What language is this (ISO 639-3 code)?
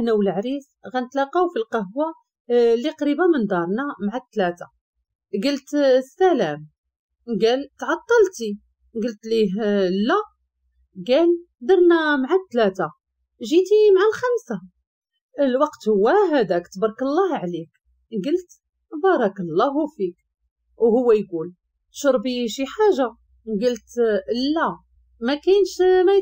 ary